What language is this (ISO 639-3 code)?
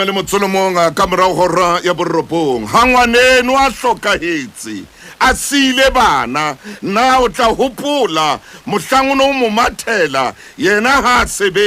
sot